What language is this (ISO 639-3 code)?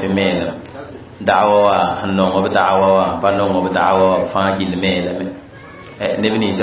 mos